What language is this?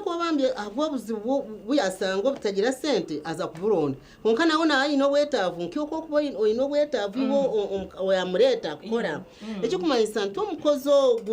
Nyankole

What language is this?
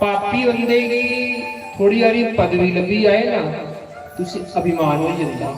Dogri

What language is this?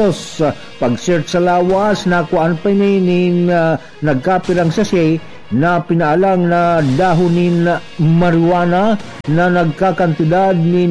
Bikol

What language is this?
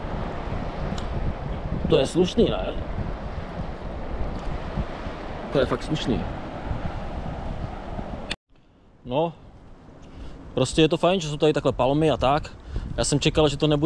Czech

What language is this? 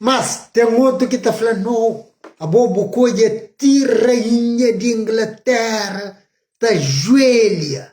Kabuverdianu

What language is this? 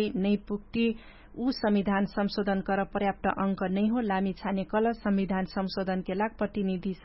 Dangaura Tharu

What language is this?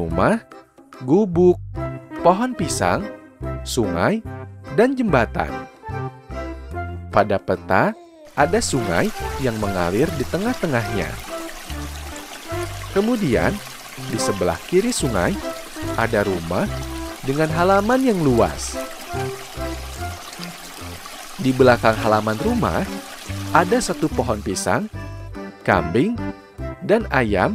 Indonesian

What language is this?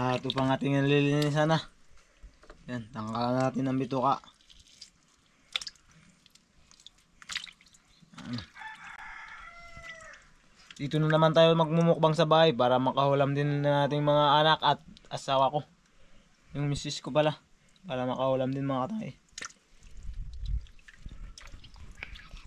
Filipino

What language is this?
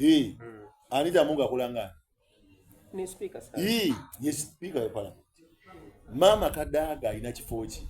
Soga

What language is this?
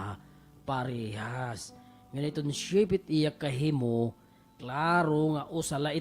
Waray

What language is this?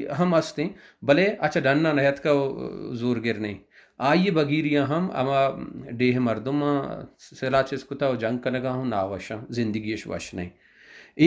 Baluchi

